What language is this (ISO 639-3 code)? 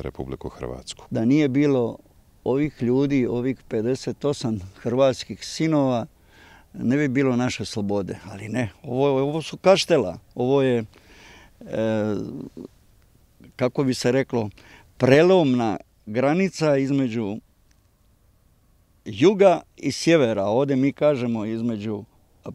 hrv